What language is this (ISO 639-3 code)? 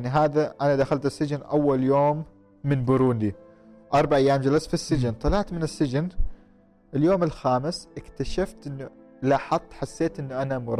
afb